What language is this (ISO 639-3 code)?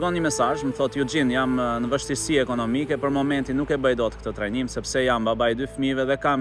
sqi